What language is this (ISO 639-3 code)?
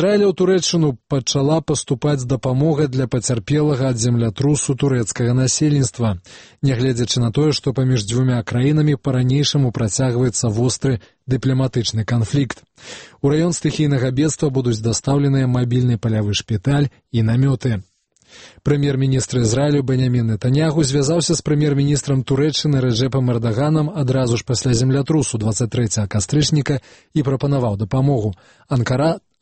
bel